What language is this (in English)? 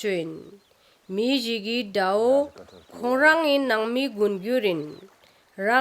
Ladakhi